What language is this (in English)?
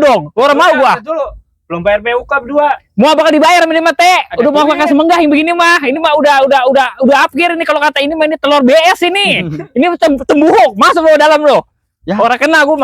Betawi